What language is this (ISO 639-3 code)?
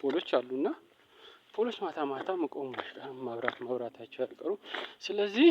amh